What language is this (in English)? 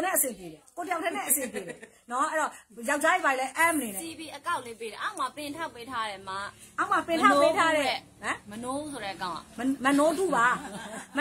Burmese